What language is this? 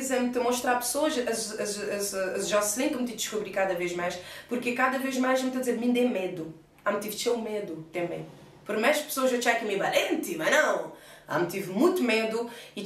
Kabuverdianu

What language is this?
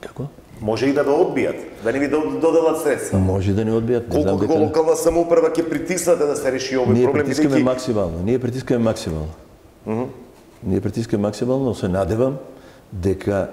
Macedonian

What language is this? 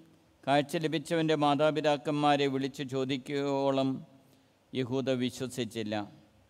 Malayalam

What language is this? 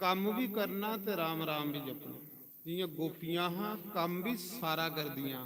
Dogri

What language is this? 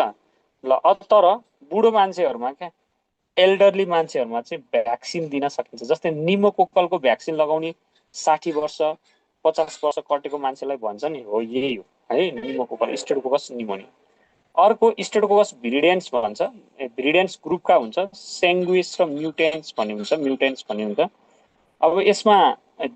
Nepali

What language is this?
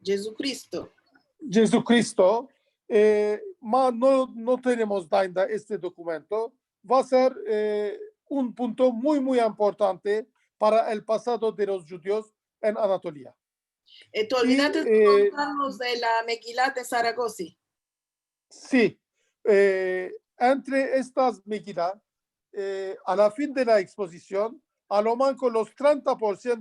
Ladino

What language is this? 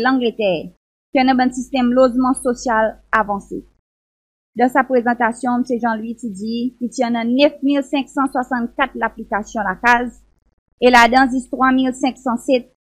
Seselwa Creole French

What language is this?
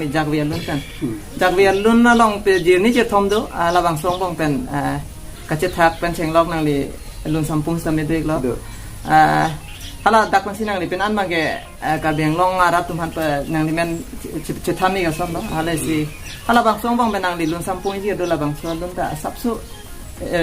Karbi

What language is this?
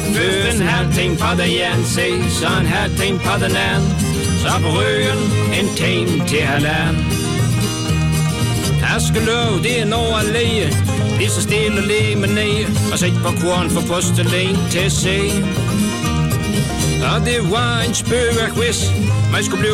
Danish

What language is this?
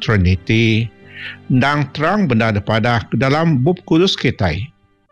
Iban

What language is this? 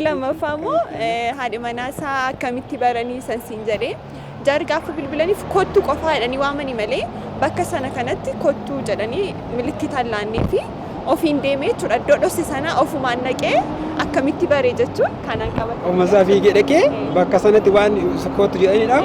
Oromo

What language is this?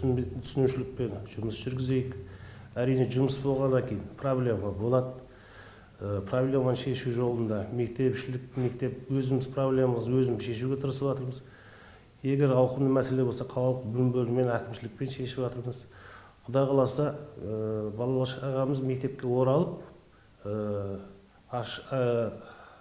Kazakh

